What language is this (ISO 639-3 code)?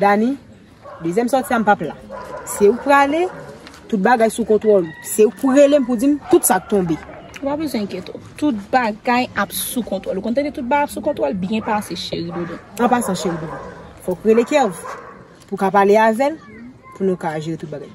hat